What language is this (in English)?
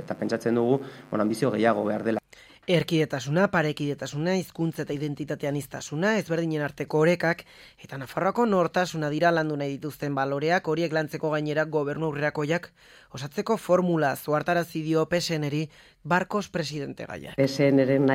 Basque